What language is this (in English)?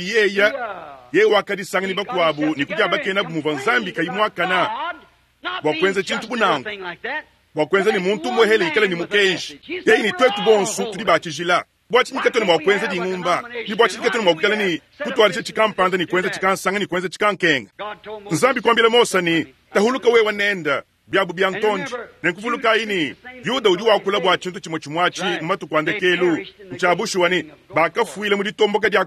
Luba-Lulua